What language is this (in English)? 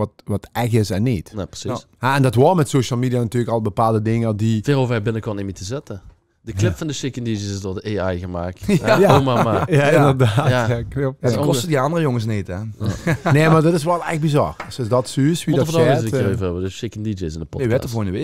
Limburgish